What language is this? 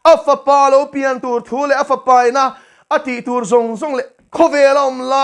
Mizo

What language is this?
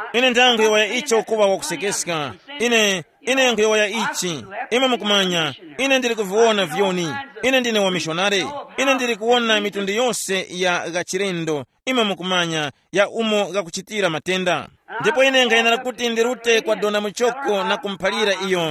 Tumbuka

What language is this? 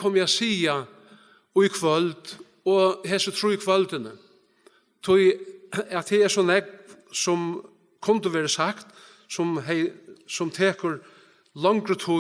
Faroese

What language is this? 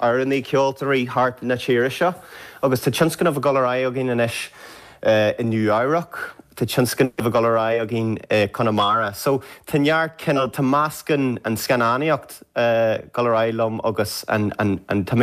Irish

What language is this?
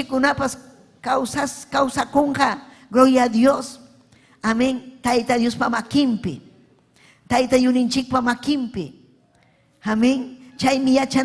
Ayacucho Quechua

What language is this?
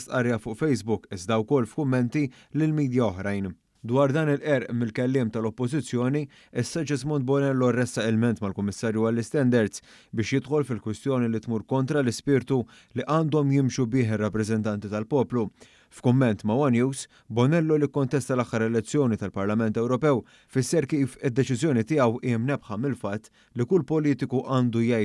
Maltese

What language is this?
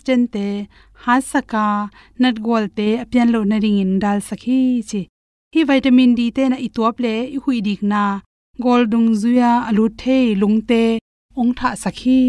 Tedim Chin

